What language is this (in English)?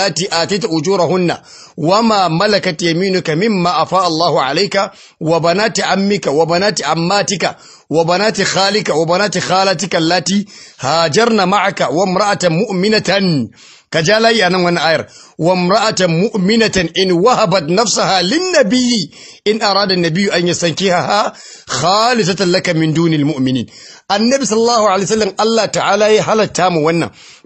Hausa